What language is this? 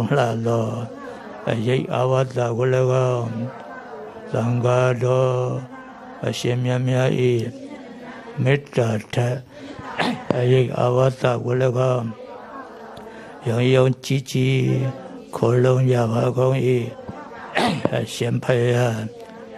Burmese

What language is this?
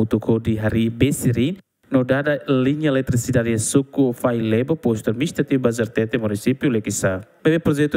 Tetum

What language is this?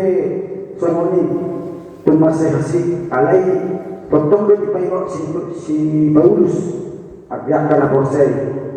Batak Toba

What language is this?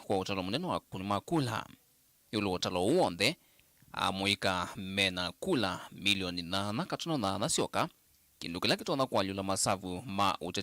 Kamba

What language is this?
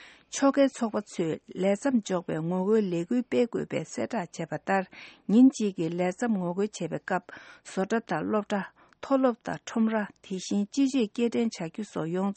Tibetan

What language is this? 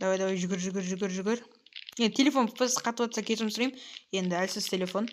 Kazakh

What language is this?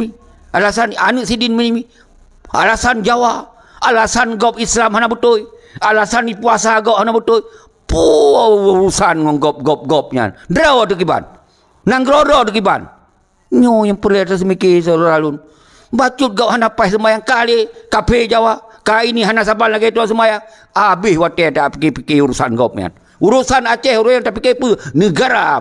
Achinese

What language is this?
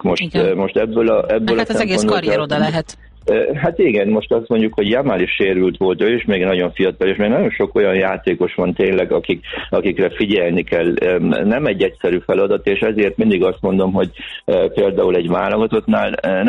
Hungarian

